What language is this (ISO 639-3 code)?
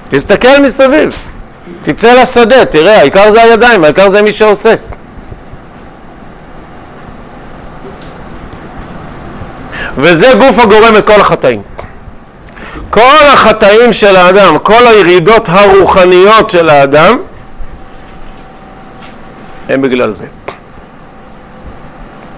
heb